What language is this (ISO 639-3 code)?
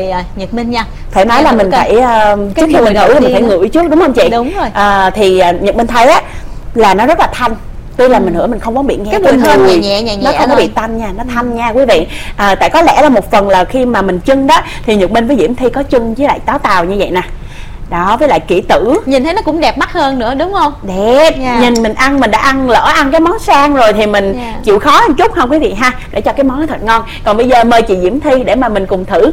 vie